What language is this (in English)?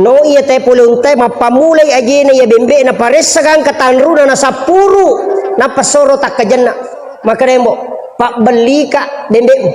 Buginese